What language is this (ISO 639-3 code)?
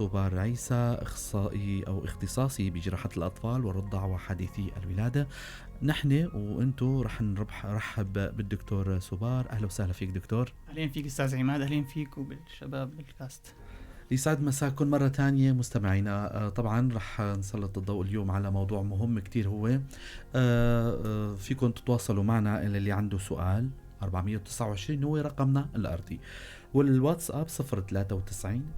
apc